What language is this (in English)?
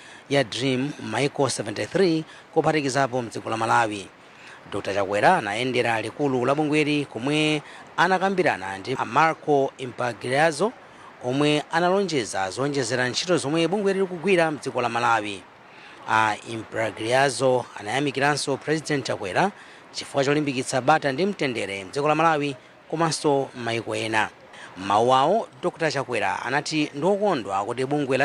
Nyanja